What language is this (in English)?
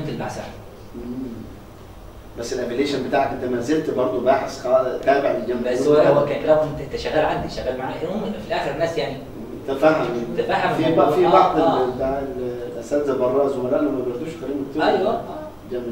Egyptian Arabic